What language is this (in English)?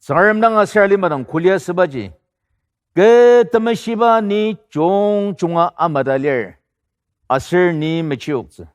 Ao Naga